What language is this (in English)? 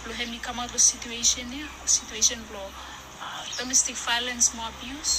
Bislama